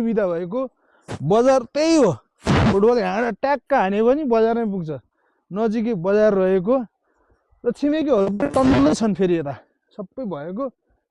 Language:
Nepali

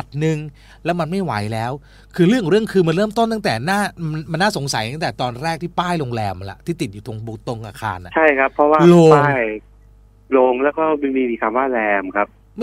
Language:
Thai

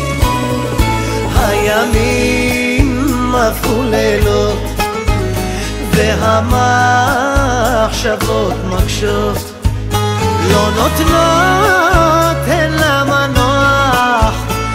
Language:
Hebrew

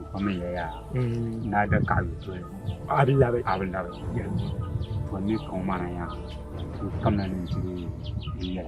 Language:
Dagbani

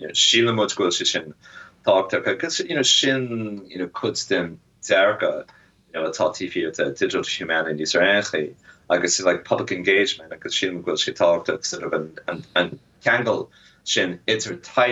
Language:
Irish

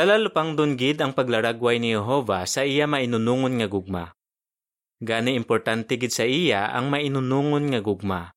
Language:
Hiligaynon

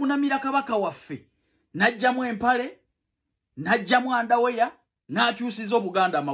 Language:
Ganda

